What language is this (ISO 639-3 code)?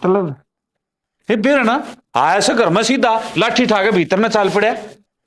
bgc